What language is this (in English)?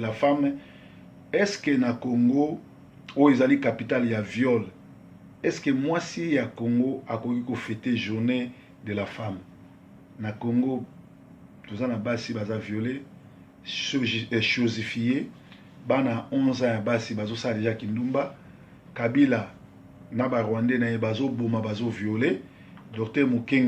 Lingala